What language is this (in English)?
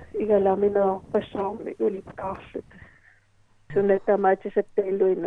Kalaallisut